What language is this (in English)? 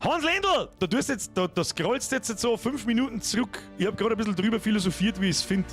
Bavarian